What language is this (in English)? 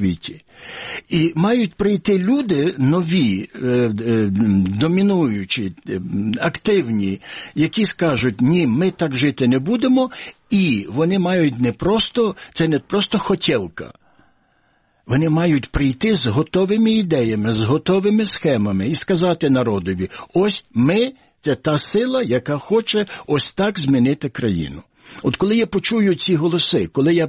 Ukrainian